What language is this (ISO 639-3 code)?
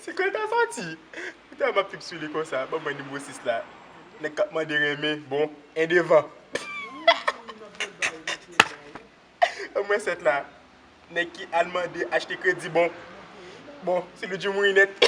hat